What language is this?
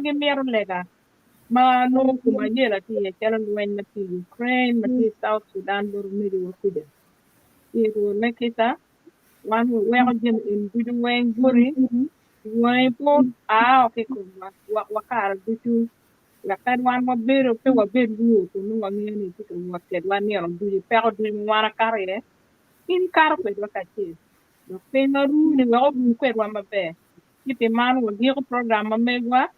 Acoli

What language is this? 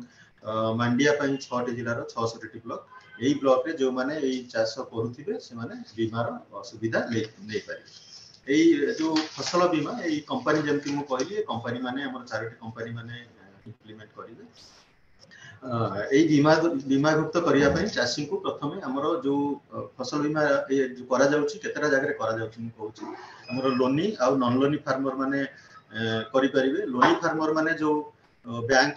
Odia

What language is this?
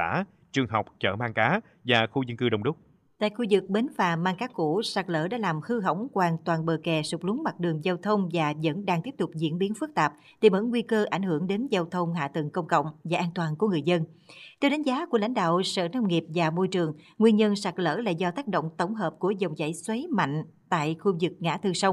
Vietnamese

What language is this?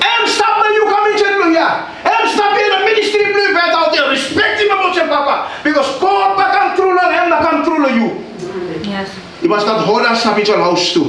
Tok Pisin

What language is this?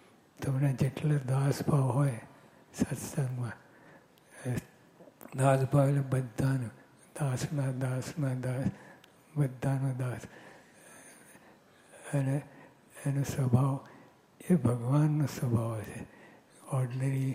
Gujarati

